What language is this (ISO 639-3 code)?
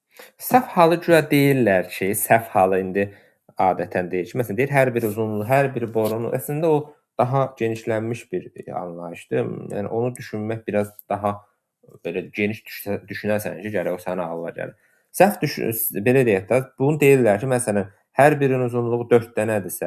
aze